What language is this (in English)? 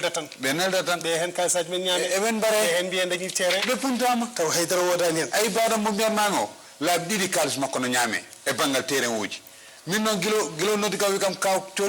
Fula